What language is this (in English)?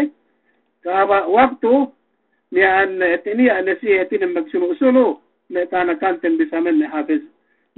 Yakan